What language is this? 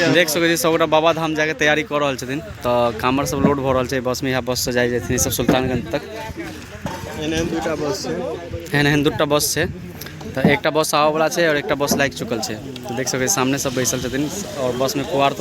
Maithili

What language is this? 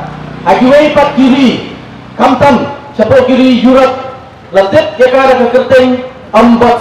Khasi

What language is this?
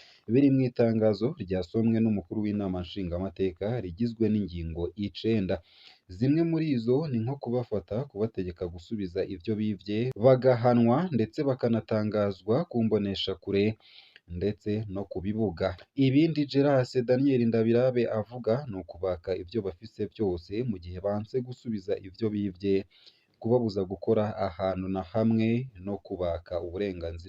Rundi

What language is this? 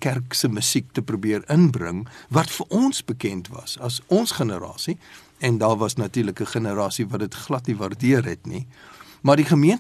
Afrikaans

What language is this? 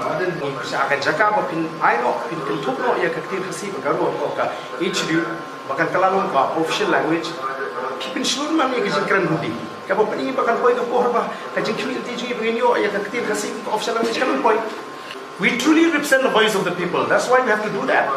Khasi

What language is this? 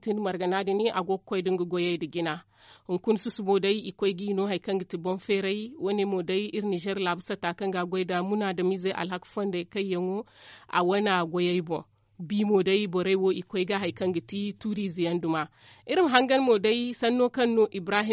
Zarma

